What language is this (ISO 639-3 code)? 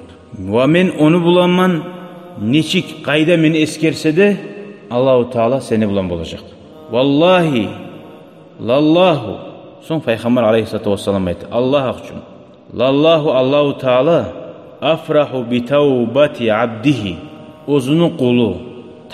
kum